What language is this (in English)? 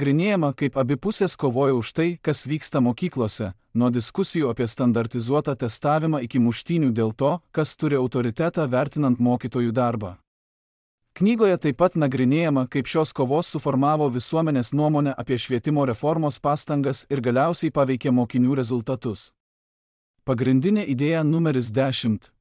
Lithuanian